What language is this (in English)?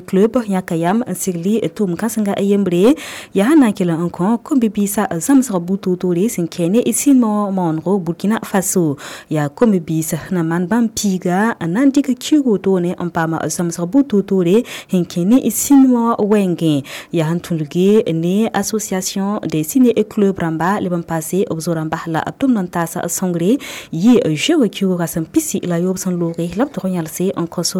Mossi